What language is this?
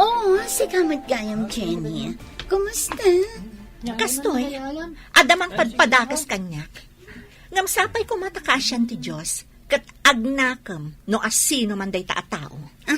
Iloko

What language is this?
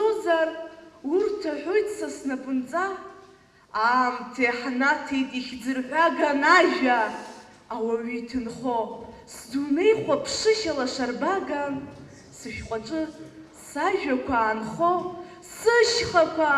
Abkhazian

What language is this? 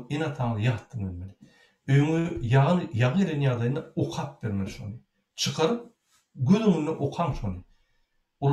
Turkmen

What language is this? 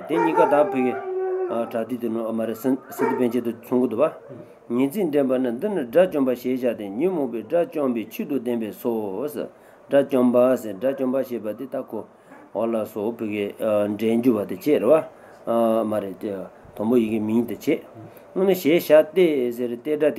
Tibetan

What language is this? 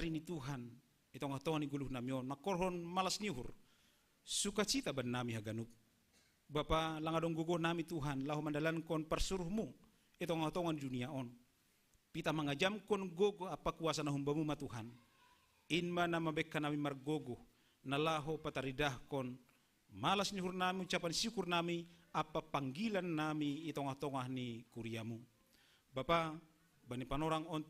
Batak Simalungun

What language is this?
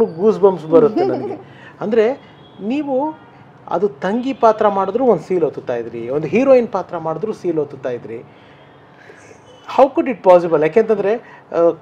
Kannada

